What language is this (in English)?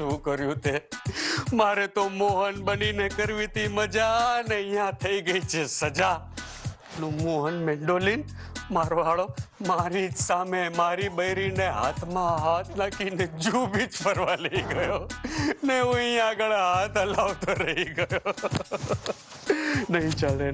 Gujarati